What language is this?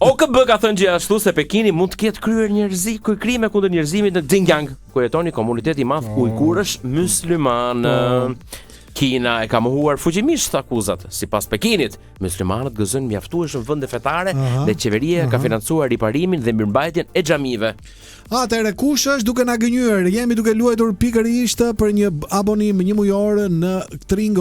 Albanian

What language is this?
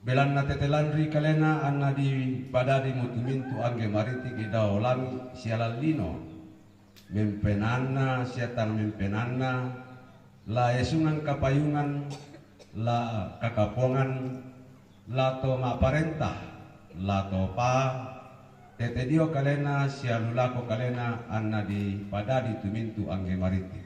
Toraja-Sa'dan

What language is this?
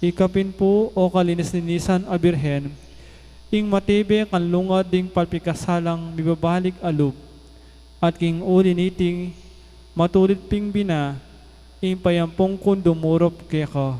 Pampanga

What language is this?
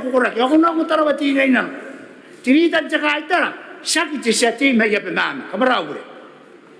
Gilbertese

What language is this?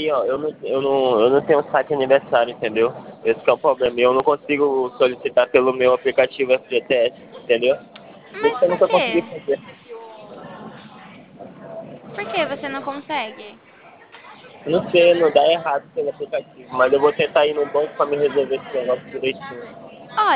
Portuguese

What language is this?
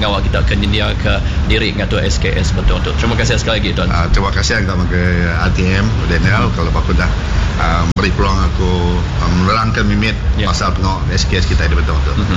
Iban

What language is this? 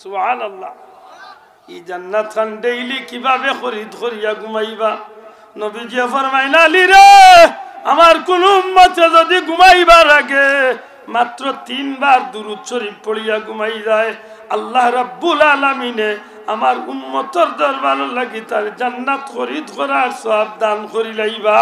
Sylheti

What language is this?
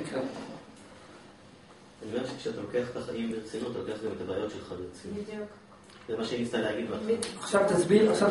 Hebrew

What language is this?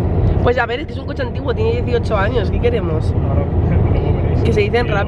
Spanish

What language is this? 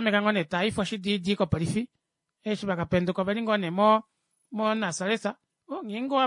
Kuanyama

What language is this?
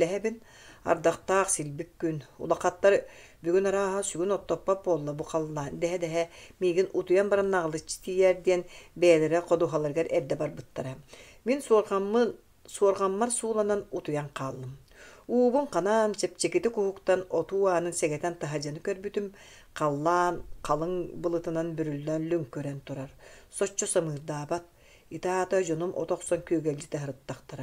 Yakut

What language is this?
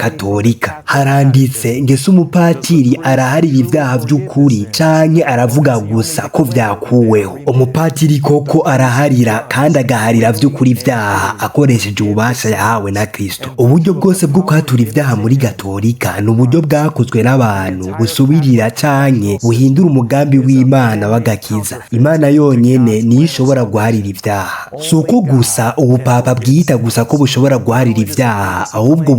Rundi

